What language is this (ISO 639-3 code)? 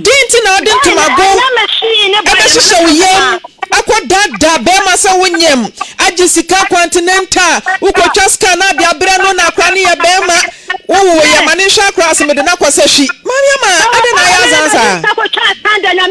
aka